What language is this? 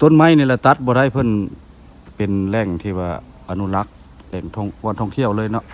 Lao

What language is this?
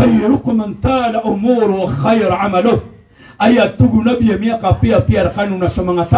Maranao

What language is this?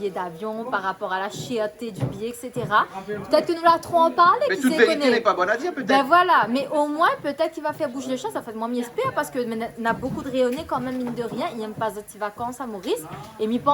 Réunion Creole French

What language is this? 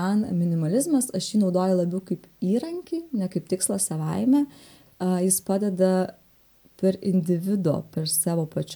Lithuanian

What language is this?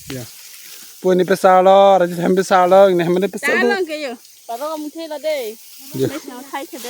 Karbi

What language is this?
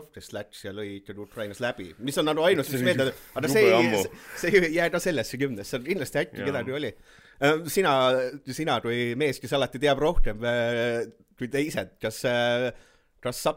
Estonian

